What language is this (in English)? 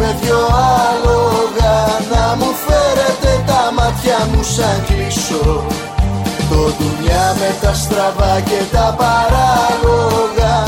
Greek